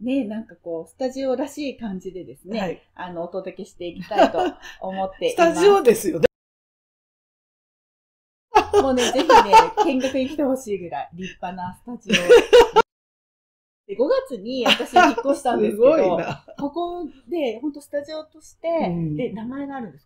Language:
Japanese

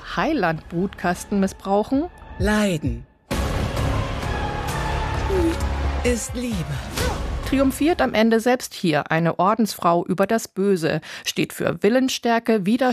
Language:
German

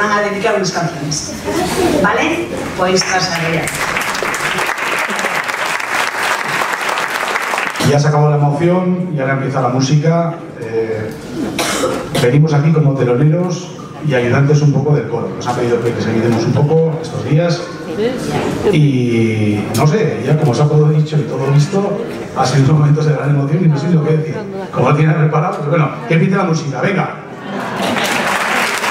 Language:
Spanish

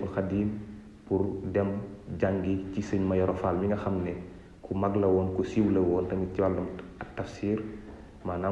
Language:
Wolof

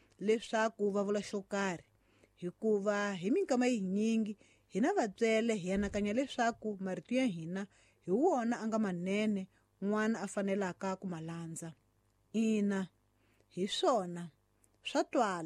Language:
Tsonga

